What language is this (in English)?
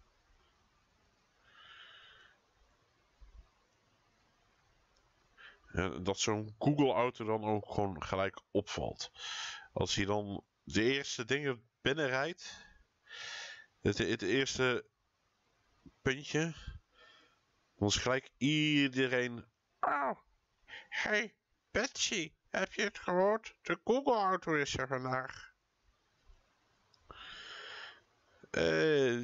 Dutch